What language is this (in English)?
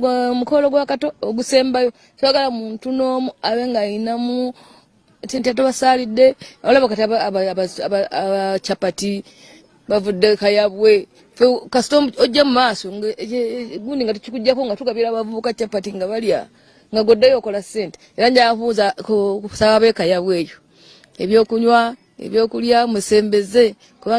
Ganda